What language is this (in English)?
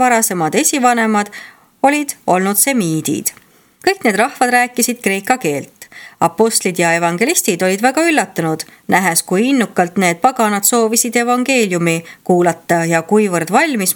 Estonian